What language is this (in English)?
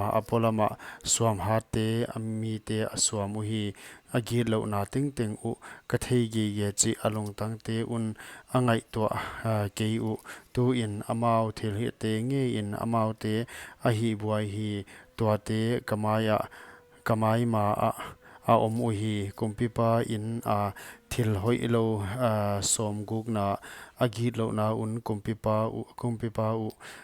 Paite Chin